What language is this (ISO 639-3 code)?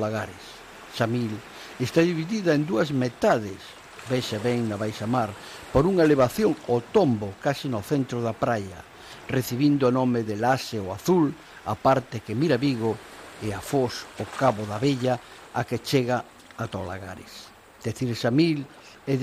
glg